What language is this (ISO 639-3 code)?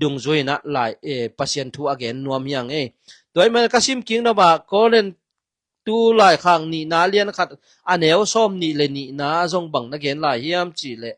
ctd